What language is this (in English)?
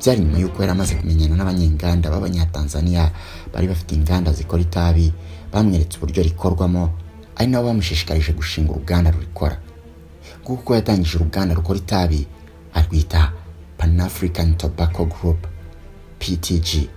Kinyarwanda